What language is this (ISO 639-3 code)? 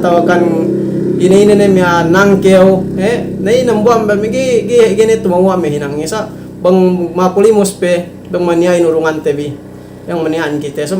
yka